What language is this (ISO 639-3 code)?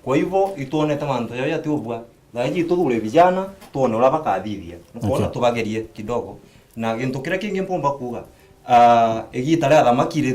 mer